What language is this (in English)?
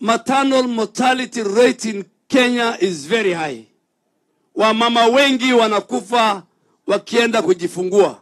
Gusii